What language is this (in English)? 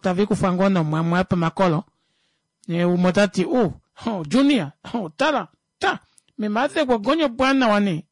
Kuanyama